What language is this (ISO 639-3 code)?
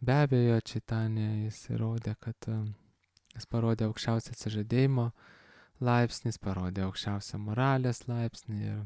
lit